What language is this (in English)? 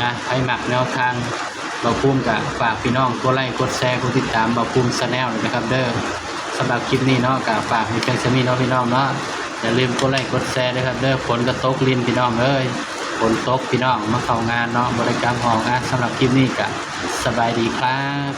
Northeastern Thai